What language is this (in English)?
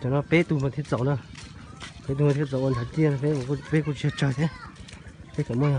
Hmong